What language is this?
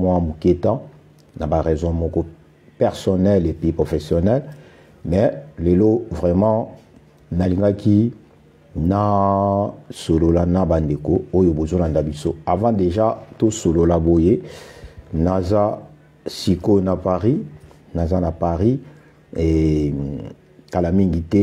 Lingala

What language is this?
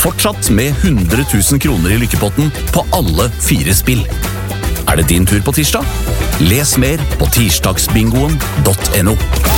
Norwegian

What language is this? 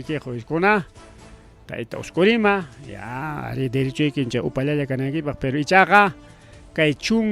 Ayacucho Quechua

